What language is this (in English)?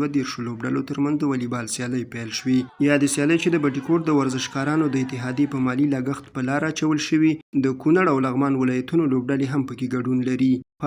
Pashto